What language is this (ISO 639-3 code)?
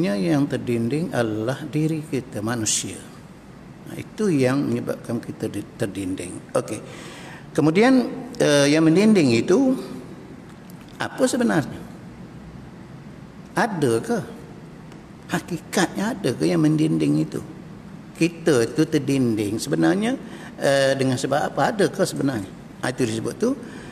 msa